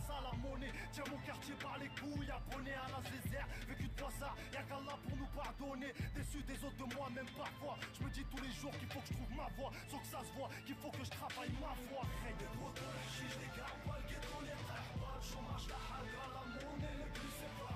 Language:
French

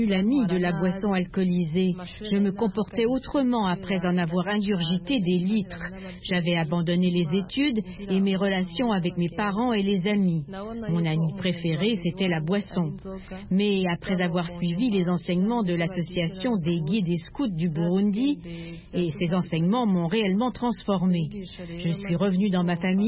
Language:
French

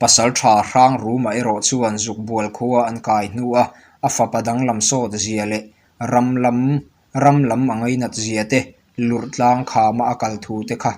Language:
Mizo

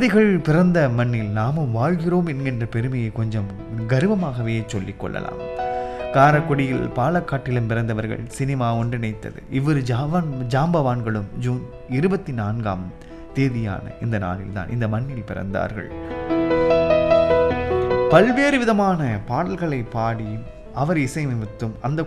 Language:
Tamil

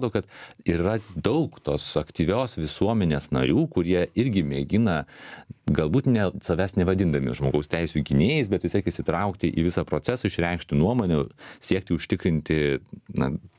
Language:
Lithuanian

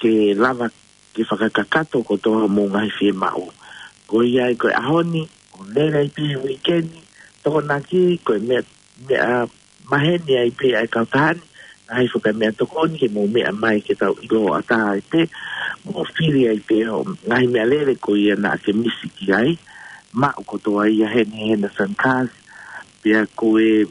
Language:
Tongan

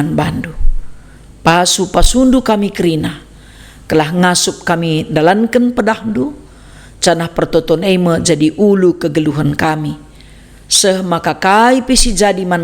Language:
Batak Karo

